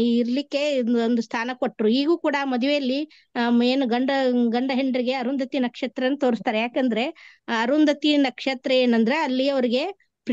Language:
Kannada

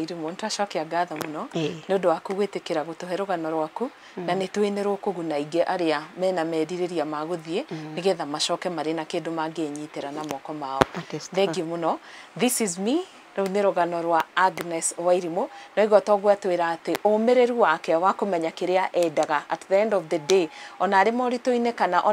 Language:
Kikuyu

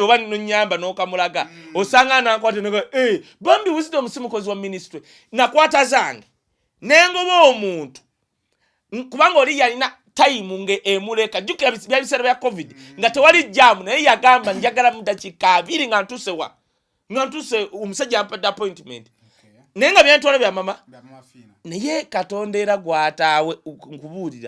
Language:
Ganda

